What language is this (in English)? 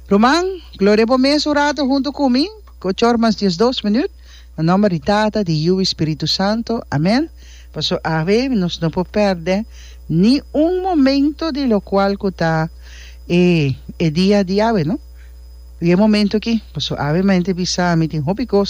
Papiamento